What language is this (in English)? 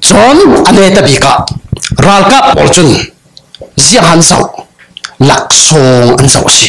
Falam Chin